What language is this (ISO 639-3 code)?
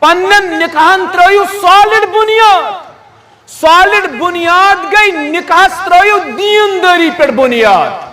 kas